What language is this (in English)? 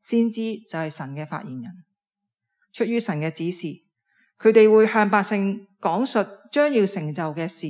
Cantonese